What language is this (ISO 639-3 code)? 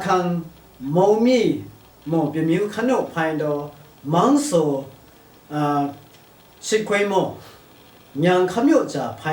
lsi